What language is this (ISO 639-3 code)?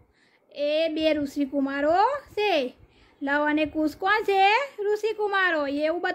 guj